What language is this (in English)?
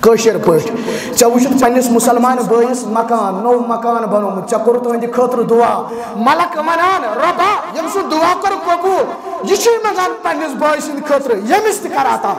Kashmiri